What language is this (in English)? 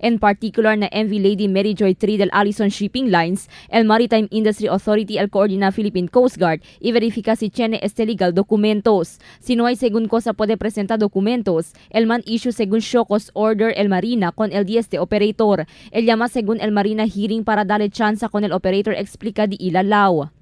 Chavacano